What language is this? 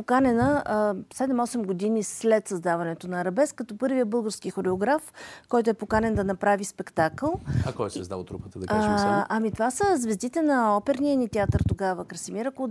Bulgarian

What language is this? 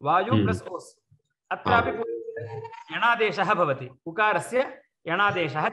Sanskrit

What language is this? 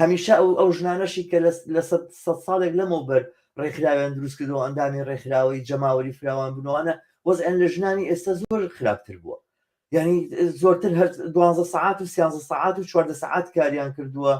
Central Kurdish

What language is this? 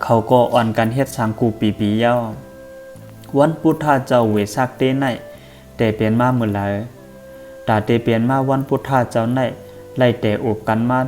Shan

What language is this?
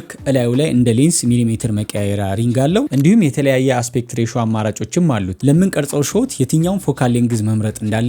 Amharic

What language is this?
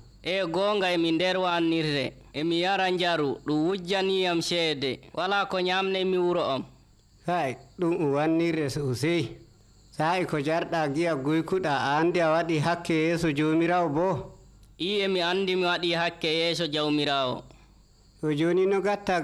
Nigerian Fulfulde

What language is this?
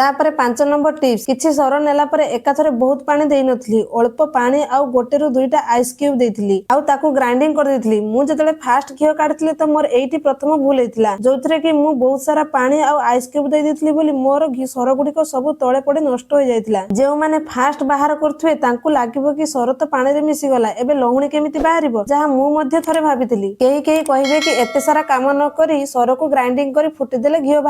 Odia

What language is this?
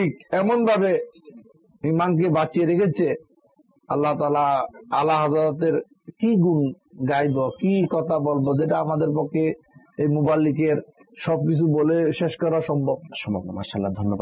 Bangla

